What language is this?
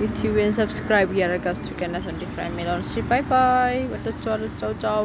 Amharic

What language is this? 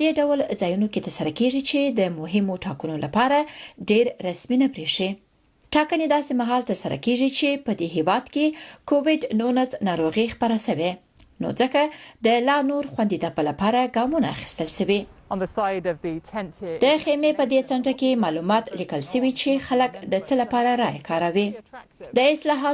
Pashto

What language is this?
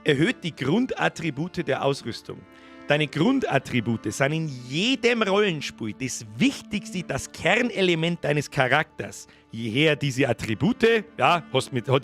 Bavarian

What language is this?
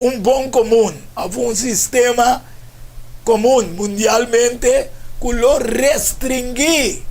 Papiamento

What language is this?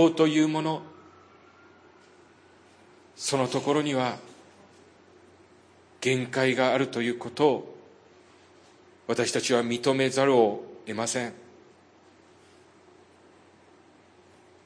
Japanese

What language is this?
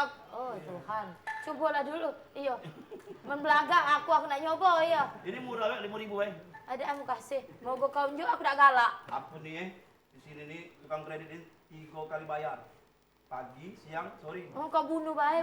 Musi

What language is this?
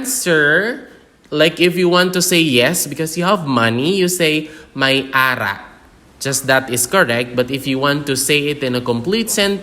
Hiligaynon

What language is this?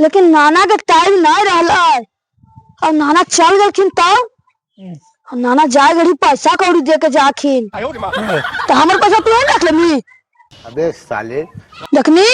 Magahi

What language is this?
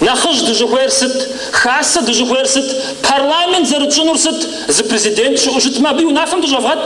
Kabardian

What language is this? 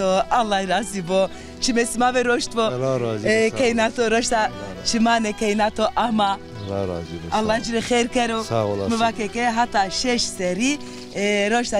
Zaza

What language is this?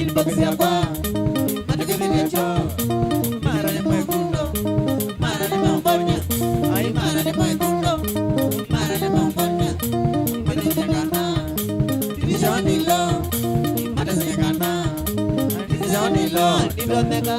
Kamba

